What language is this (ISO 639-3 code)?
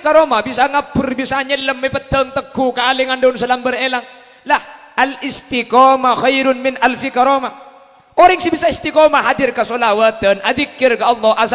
mad